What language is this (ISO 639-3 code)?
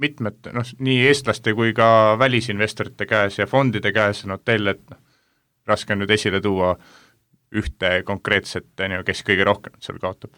est